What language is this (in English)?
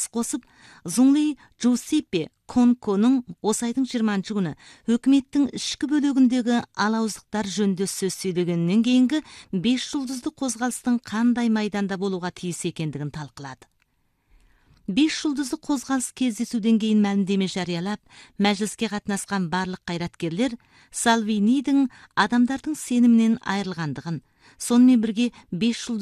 Kazakh